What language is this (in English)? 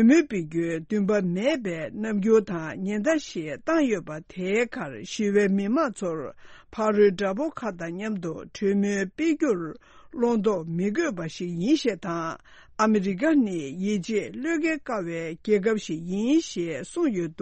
Tibetan